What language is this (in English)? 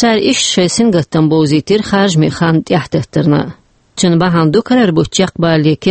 Chechen